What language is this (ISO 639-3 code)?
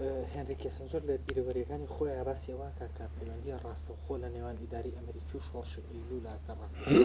ckb